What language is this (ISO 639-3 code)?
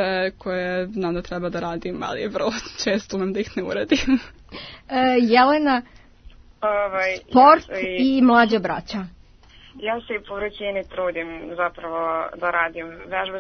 srp